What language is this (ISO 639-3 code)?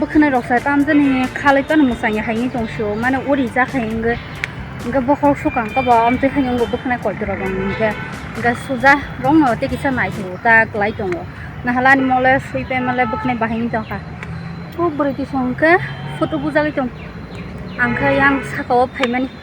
trp